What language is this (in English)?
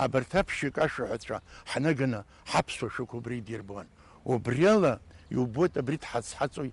Abkhazian